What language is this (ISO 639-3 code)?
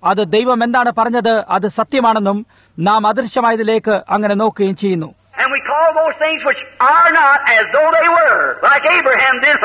mal